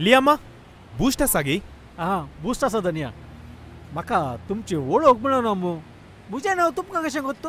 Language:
Konkani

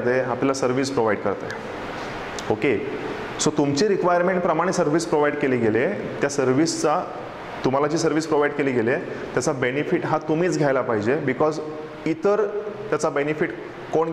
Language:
Marathi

